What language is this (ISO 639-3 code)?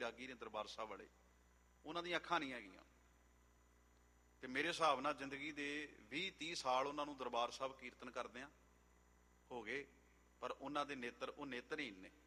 pan